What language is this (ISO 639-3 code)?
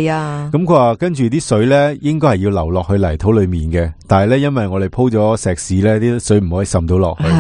yue